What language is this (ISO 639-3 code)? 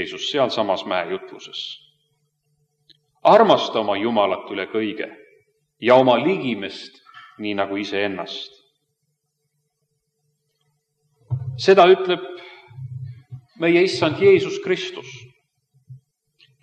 est